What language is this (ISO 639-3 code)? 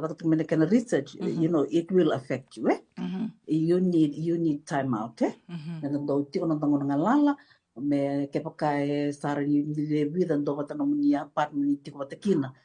fij